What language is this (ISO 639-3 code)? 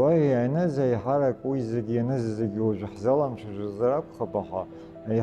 abk